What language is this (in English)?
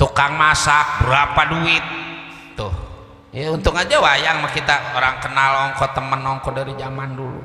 Betawi